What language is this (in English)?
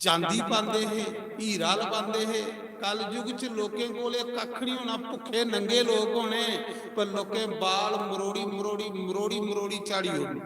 Dogri